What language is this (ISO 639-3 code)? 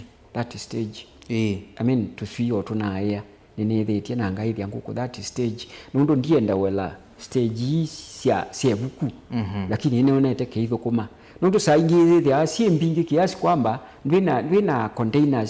kam